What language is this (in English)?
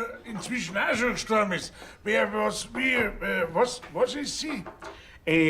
Bavarian